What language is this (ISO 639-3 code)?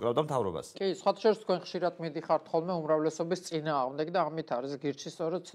kat